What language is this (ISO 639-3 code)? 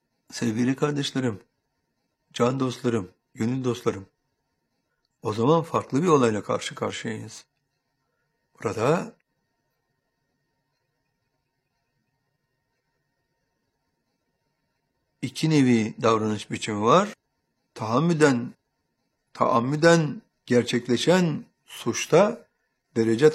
tur